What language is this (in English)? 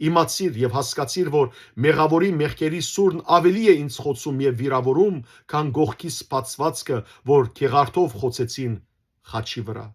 Western Armenian